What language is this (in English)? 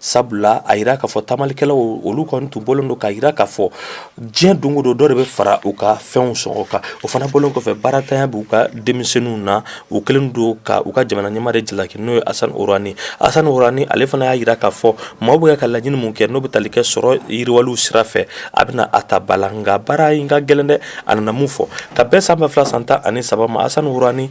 Bambara